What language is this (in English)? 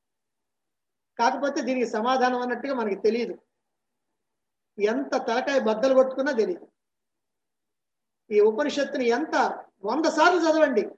Telugu